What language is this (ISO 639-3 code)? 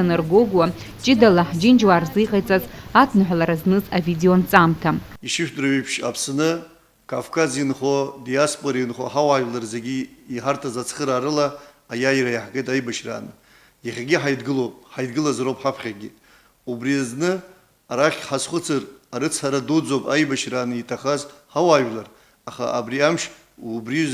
abk